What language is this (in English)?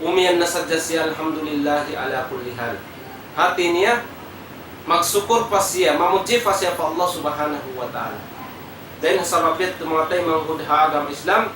Tausug